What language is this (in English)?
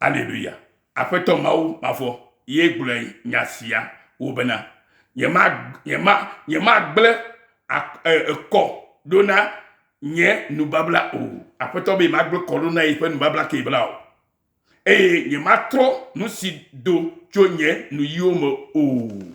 Ewe